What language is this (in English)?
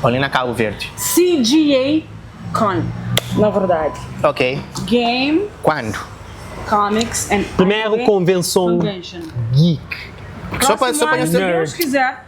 Kabuverdianu